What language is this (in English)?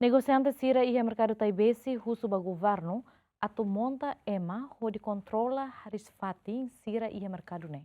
Tetum